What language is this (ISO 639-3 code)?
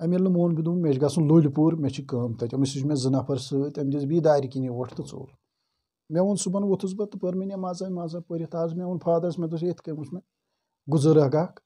kas